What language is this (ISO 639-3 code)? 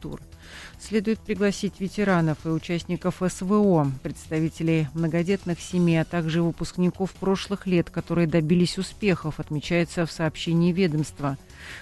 rus